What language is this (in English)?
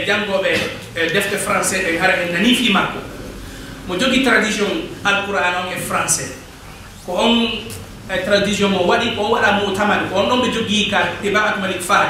Fula